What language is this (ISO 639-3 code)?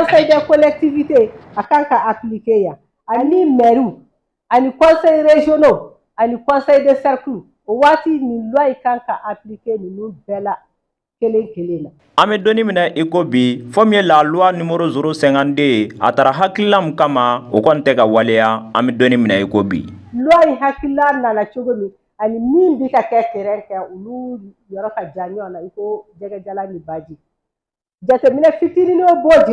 bam